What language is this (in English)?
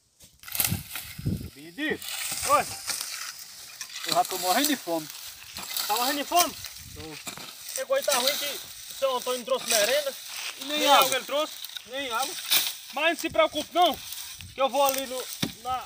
Portuguese